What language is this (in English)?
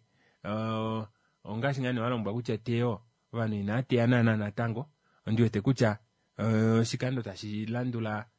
Kuanyama